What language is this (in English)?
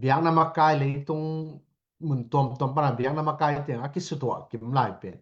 Tedim Chin